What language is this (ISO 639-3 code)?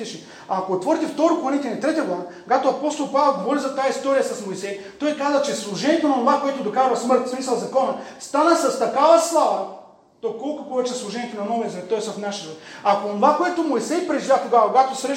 bul